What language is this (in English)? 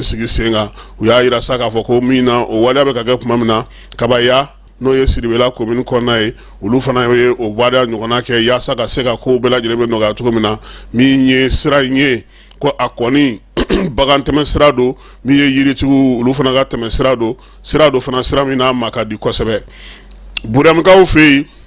Bambara